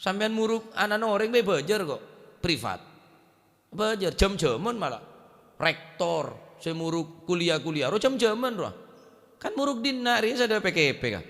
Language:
Madurese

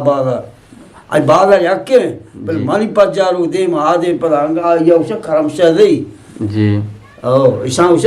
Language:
Eastern Balochi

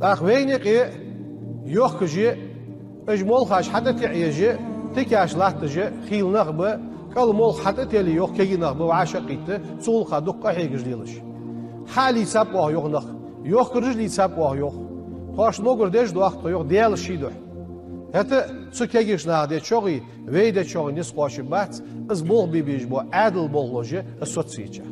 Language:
Ingush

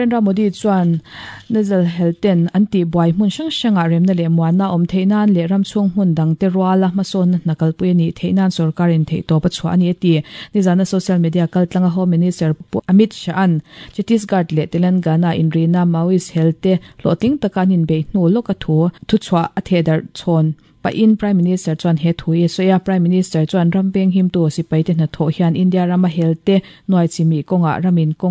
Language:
Mizo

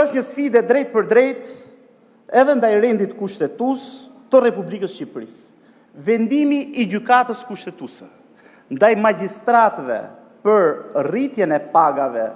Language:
Albanian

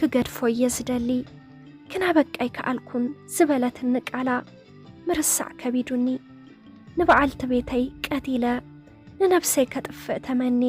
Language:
Tigrinya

